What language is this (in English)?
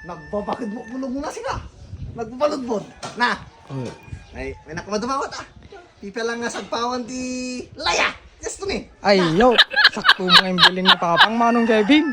Iloko